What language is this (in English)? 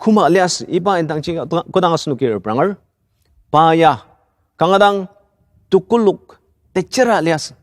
Ao Naga